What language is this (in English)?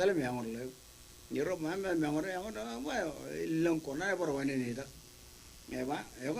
Marshallese